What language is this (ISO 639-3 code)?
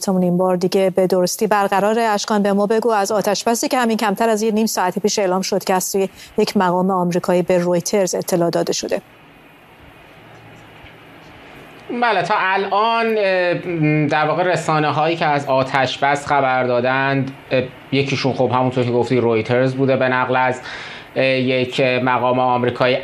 fas